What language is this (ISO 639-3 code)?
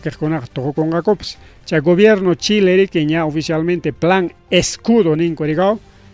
quy